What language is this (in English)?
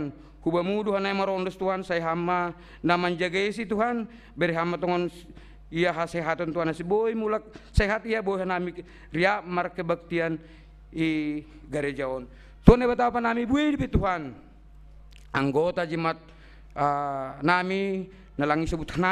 Batak Simalungun